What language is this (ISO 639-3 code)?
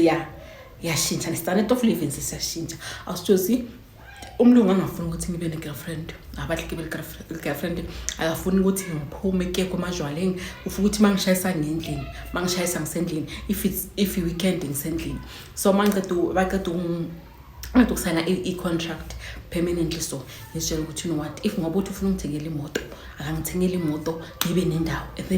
zul